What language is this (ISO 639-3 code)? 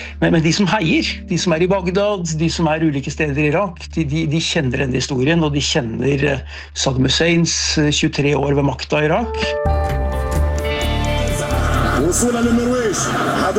nor